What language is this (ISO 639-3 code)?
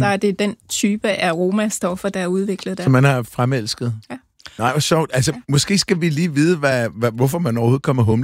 dan